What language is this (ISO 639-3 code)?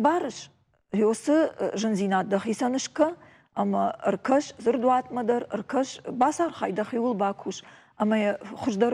oss